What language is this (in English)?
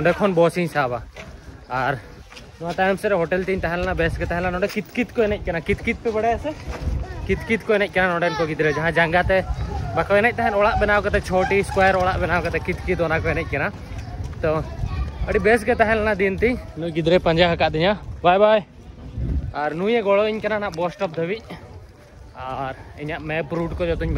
Santali